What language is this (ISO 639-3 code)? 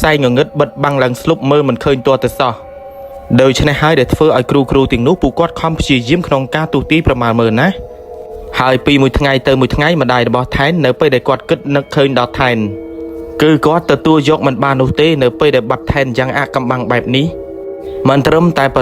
khm